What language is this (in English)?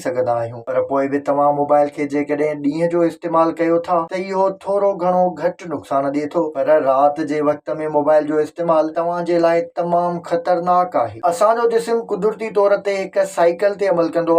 Sindhi